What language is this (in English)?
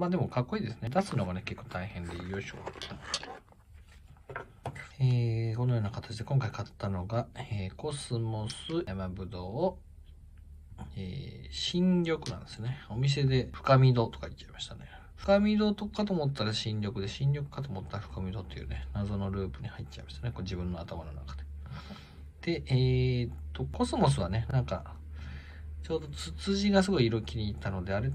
Japanese